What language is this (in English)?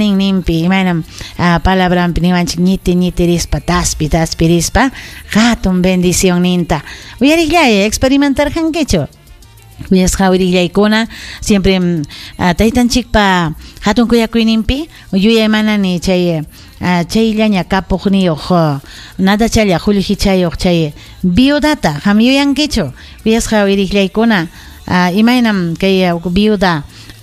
Ayacucho Quechua